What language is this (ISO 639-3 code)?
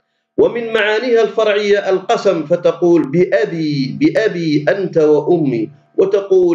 arq